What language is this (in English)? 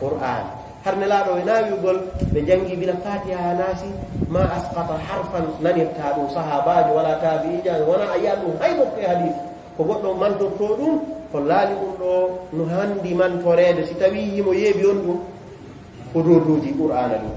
Fula